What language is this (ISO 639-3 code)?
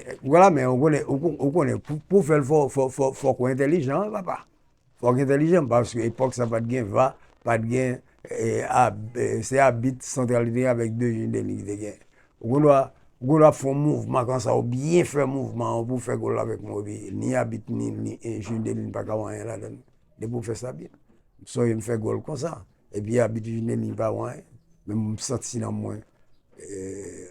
hat